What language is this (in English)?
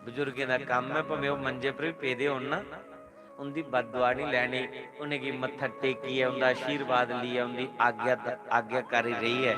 Dogri